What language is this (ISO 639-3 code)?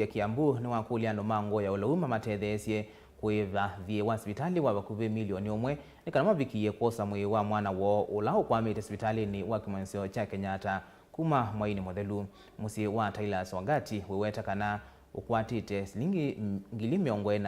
kam